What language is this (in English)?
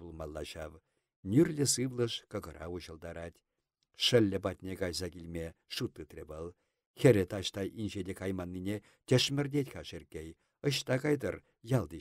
Chuvash